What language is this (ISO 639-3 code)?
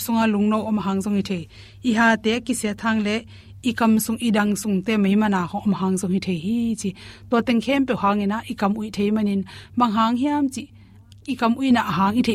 ctd